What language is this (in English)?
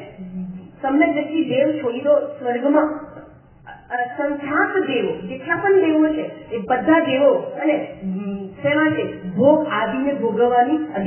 Gujarati